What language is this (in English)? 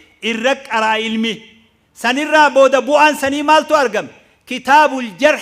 Oromo